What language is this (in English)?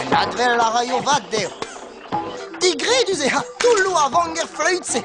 Breton